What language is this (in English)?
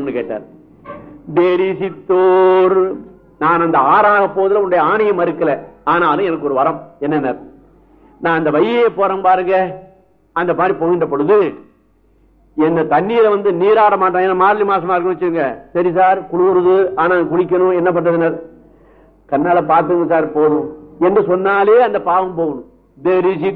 Tamil